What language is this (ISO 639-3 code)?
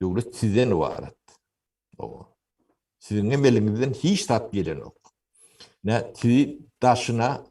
tuk